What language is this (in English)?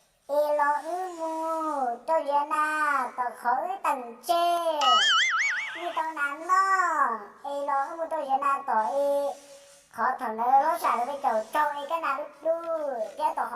Hmong